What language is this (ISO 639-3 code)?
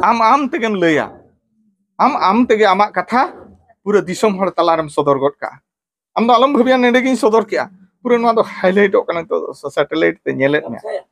sat